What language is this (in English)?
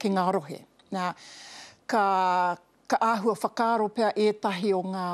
Māori